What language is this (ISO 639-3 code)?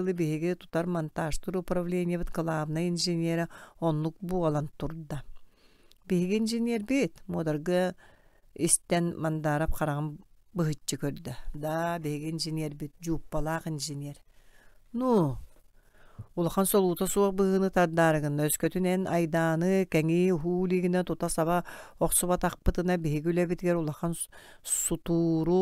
sah